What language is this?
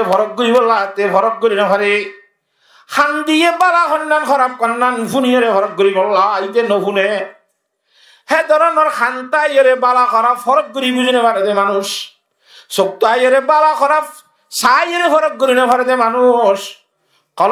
Rohingya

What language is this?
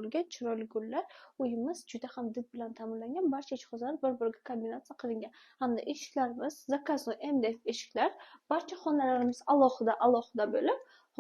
Uzbek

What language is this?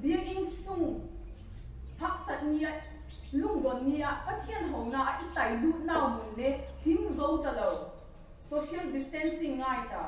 Vaiphei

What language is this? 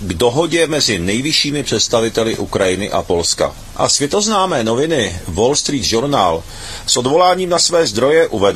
Czech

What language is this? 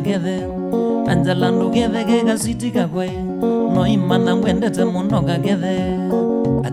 Kamba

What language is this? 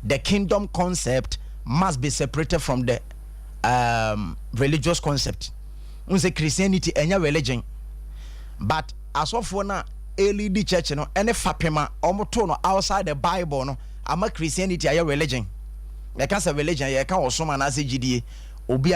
Akan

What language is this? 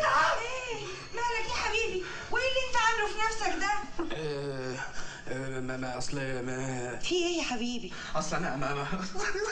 Egyptian Arabic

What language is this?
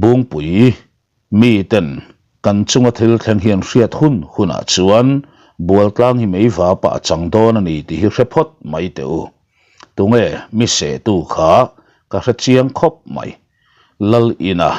Mizo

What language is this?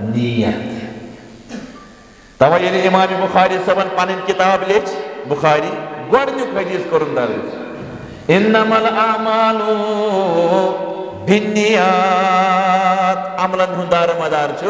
Kashmiri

